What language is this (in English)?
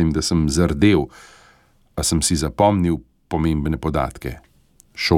Slovenian